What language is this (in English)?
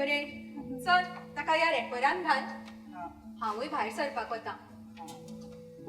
Konkani